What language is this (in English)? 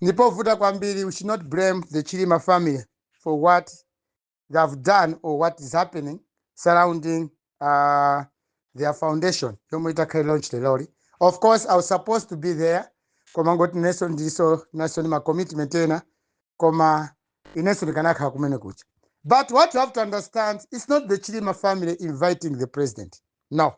Nyanja